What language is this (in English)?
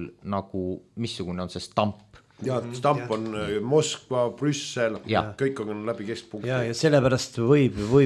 Estonian